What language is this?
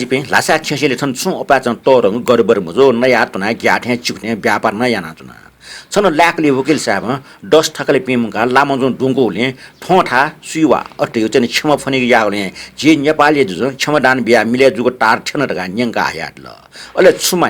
Newari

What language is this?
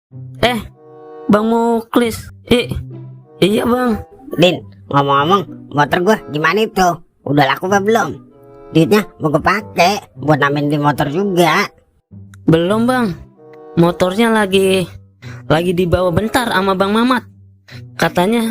Betawi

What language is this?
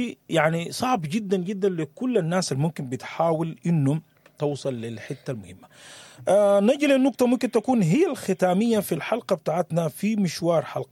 Sudanese Arabic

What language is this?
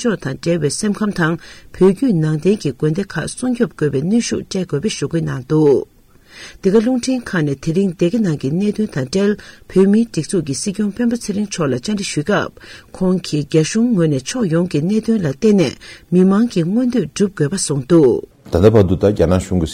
Tibetan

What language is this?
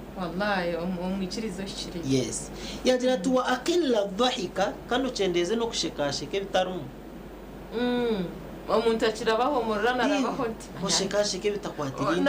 Nyankole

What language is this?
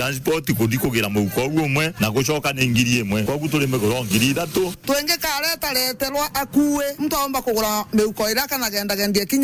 Meru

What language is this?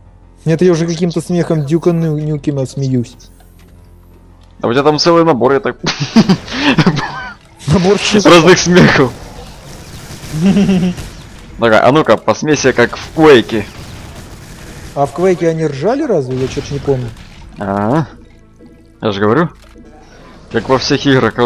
Russian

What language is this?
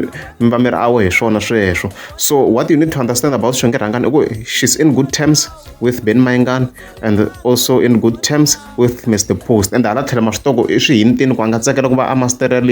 Tsonga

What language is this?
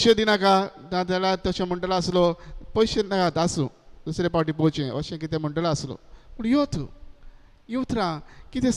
Konkani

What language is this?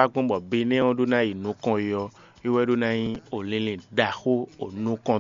Fon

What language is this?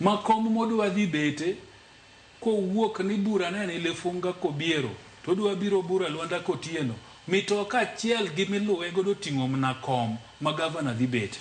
Luo (Kenya and Tanzania)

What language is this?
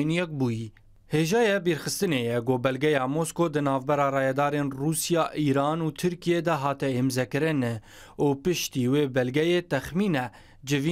Kurdish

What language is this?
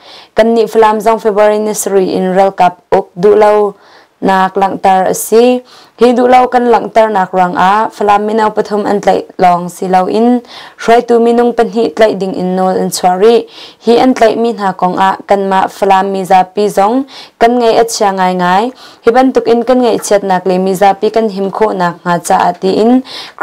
Hakha Chin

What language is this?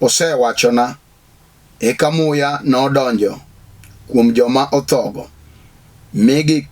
Luo (Kenya and Tanzania)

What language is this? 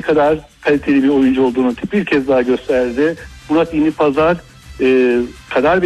Turkish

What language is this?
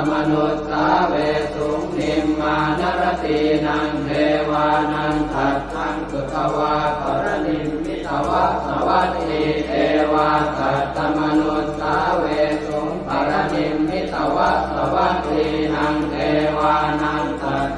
Pali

